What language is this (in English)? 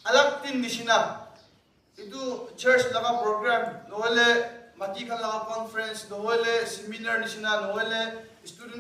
Naga Pidgin